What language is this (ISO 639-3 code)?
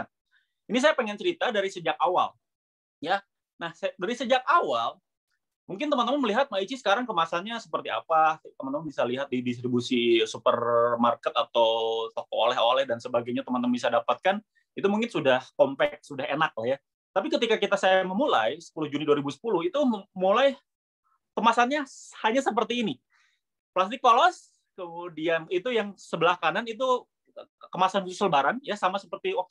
ind